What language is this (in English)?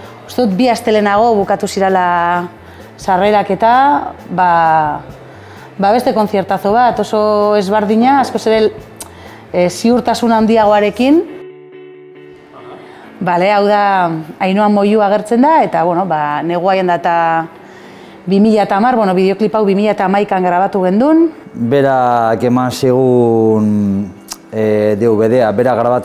Basque